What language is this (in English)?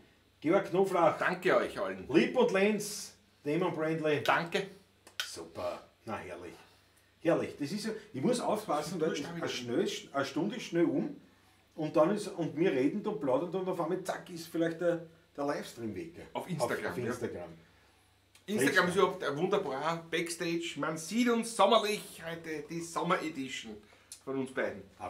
Bavarian